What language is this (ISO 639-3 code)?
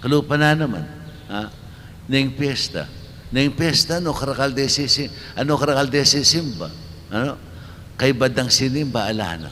pam